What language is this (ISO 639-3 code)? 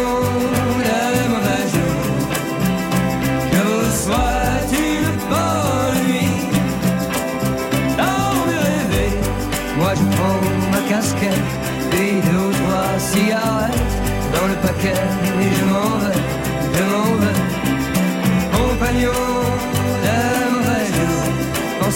fra